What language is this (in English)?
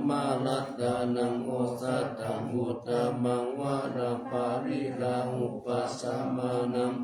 Pali